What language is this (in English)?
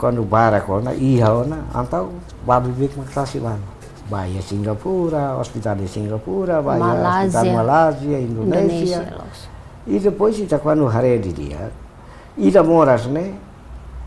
Tetum